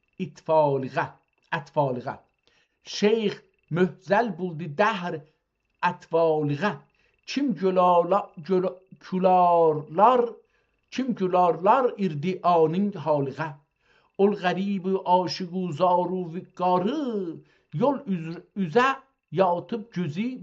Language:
South Azerbaijani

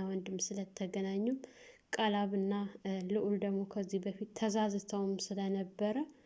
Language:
Amharic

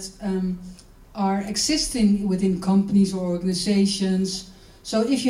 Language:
Romanian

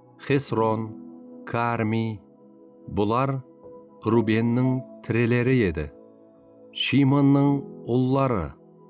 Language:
Kara-Kalpak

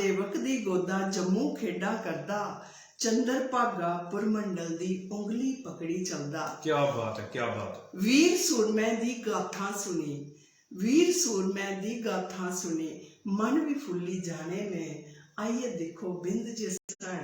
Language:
Dogri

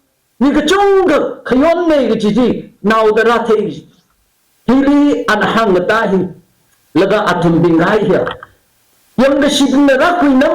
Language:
Tangkhul Naga (India)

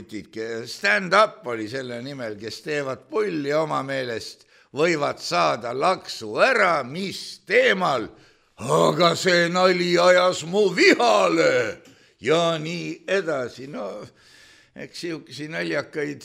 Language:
Estonian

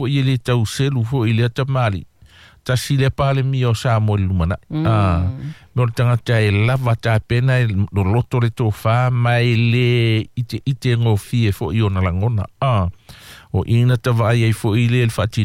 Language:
Samoan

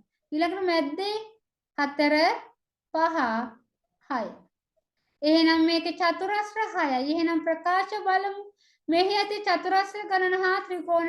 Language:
Sinhala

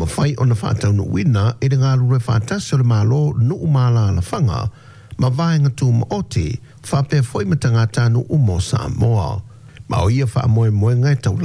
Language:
Samoan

